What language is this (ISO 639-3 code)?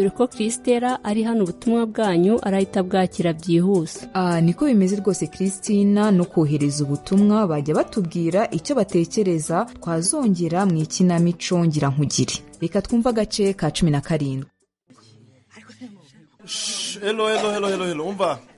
kin